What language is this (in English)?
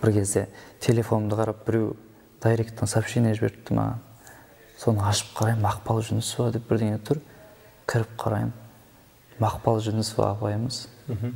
Kazakh